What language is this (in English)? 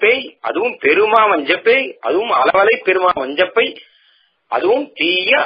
Tamil